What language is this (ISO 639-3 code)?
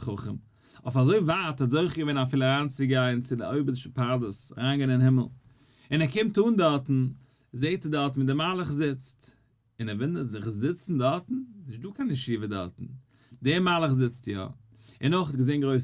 yid